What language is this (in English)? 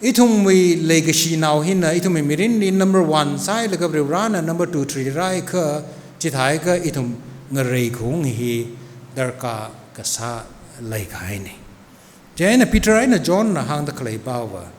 Tangkhul Naga (India)